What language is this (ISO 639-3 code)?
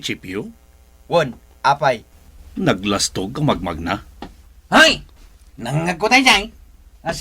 ilo